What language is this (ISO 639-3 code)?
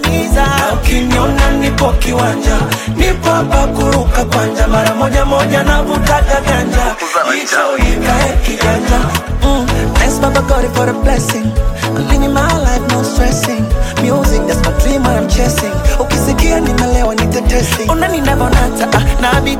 swa